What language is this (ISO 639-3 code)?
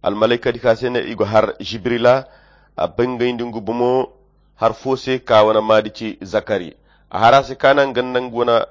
khq